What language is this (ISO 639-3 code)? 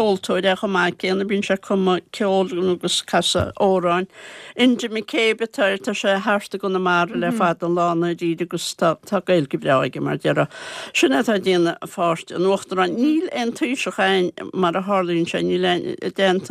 gle